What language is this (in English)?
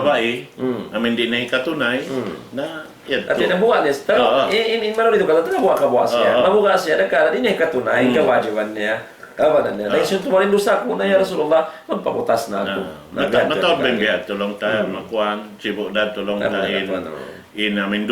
Tausug